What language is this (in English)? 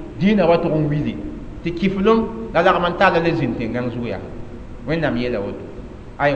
Mossi